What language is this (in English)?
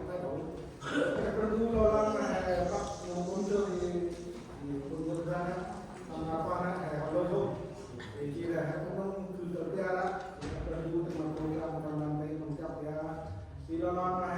Central Mnong